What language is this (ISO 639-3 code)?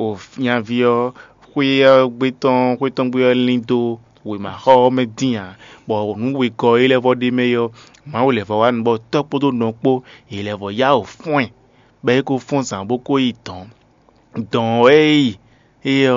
fon